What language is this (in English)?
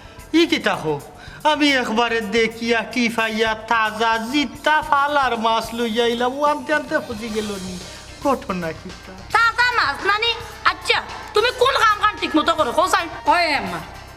Sylheti